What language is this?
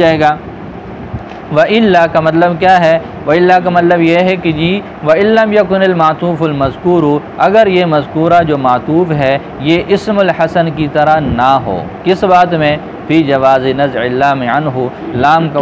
Urdu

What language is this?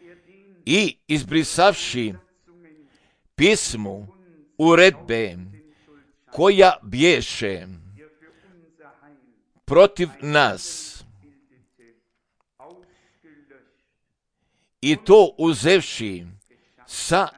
Croatian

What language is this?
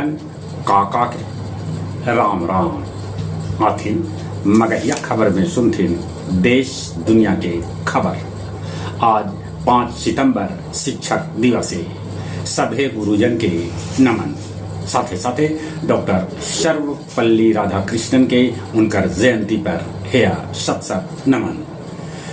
Magahi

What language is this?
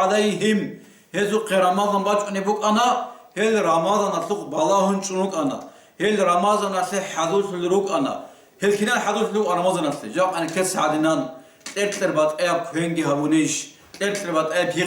Avaric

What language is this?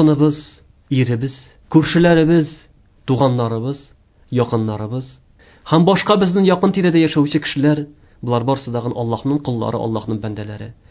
Tatar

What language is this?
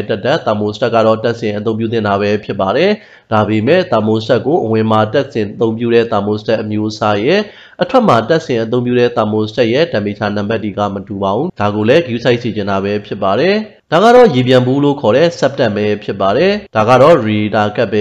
Burmese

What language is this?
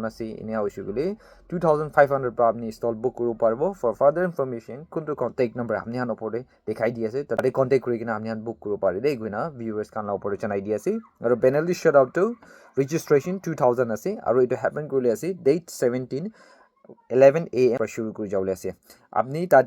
Naga Pidgin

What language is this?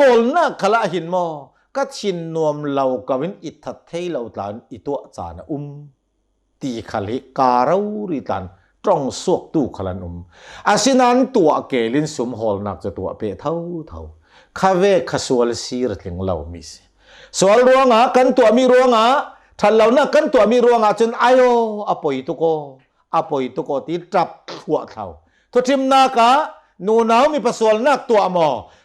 Hakha Chin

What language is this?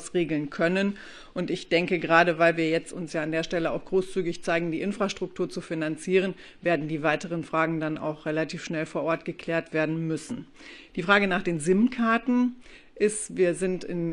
German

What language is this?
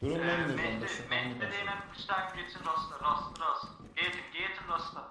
South Azerbaijani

